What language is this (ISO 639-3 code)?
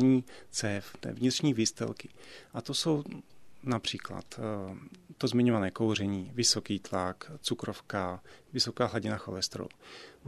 ces